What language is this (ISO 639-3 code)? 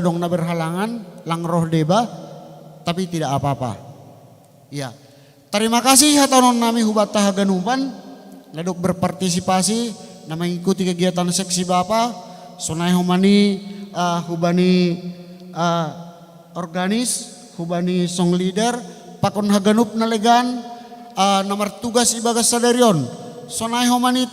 bts